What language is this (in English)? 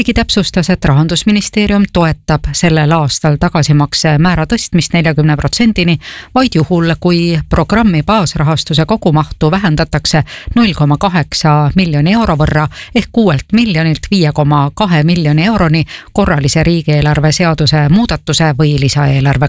Estonian